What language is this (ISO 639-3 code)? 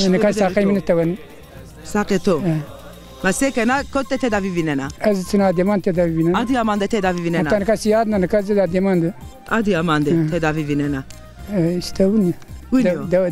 zza